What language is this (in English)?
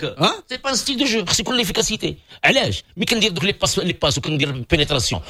Moroccan Arabic